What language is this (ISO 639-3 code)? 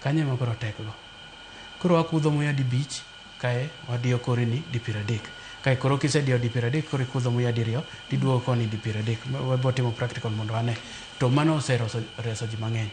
luo